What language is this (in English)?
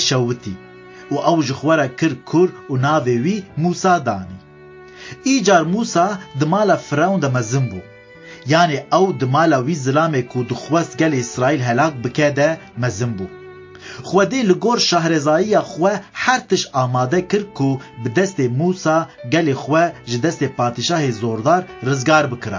Kurdish